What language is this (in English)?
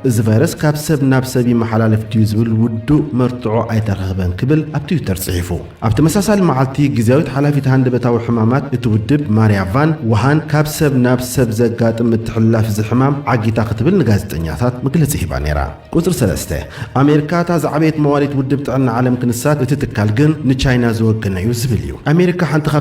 Tigrinya